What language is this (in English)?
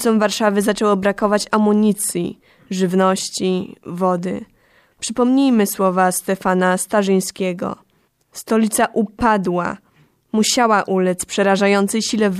Polish